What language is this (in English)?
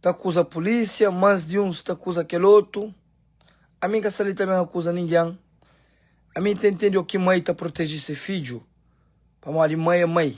Kabuverdianu